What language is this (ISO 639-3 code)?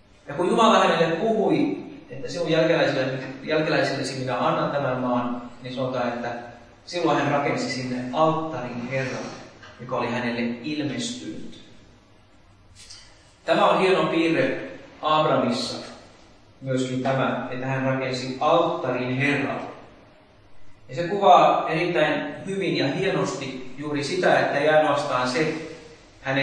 fin